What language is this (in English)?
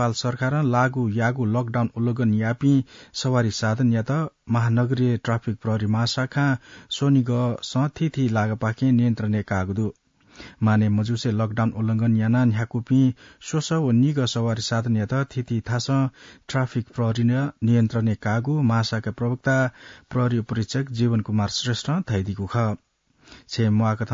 Newari